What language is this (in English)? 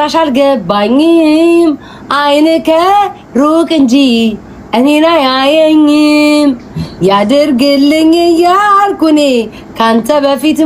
Amharic